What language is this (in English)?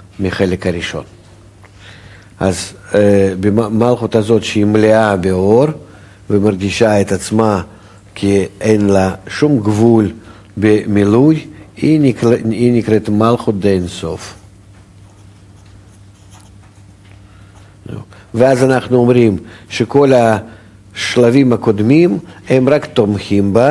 Hebrew